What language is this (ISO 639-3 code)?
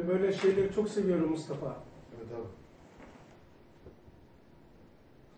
tur